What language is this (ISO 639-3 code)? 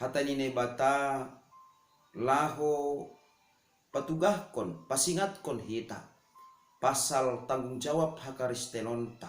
bts